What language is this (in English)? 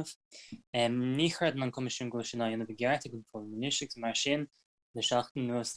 Irish